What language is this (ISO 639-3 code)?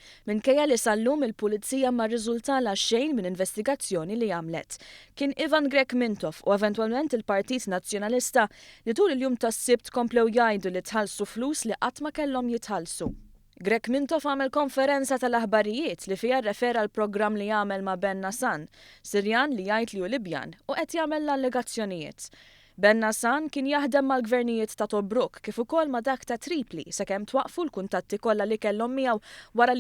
mlt